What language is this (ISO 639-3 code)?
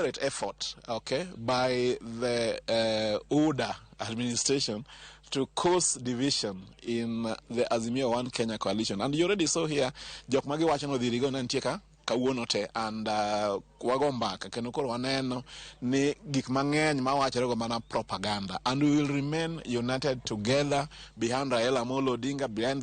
luo